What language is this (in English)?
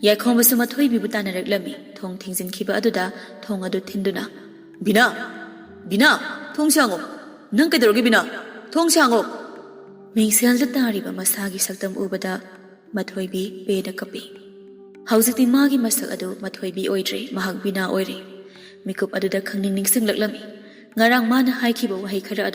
Manipuri